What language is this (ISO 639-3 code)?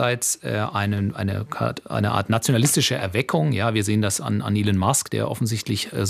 deu